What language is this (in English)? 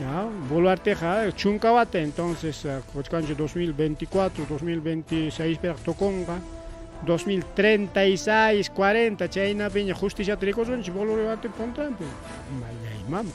Ayacucho Quechua